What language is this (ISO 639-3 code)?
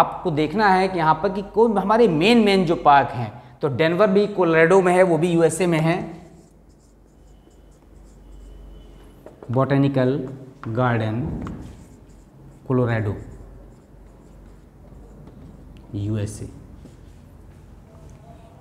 hin